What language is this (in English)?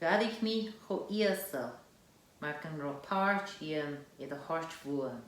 Scottish Gaelic